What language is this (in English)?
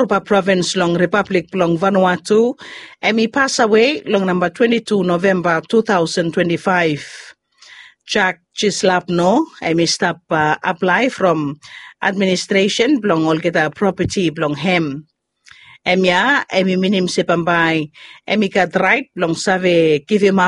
Bislama